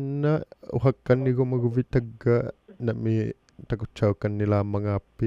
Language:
Inuktitut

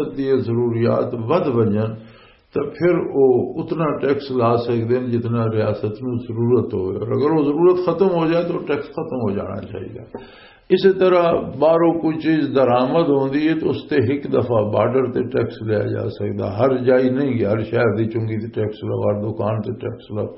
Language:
Western Panjabi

